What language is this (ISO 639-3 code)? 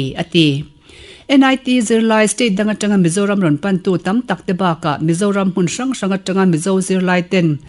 lus